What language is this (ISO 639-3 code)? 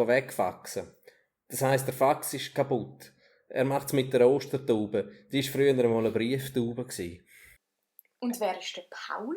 gsw